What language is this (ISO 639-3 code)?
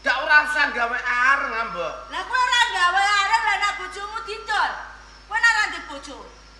jav